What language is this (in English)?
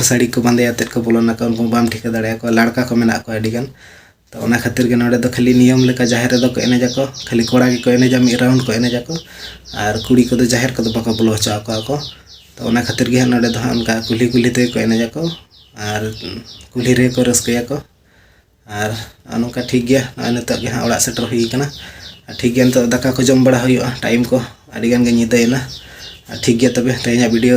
Santali